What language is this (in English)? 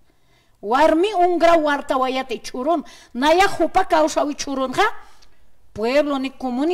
Aymara